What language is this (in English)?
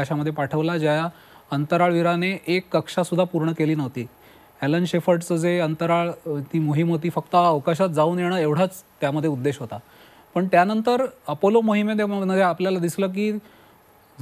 Marathi